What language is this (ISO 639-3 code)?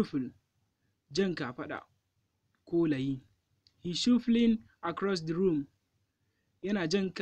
hau